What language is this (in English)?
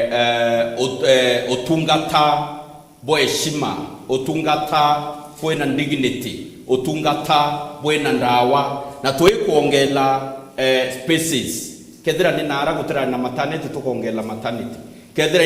Meru